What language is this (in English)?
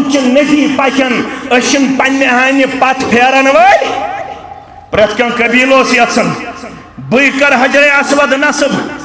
Kashmiri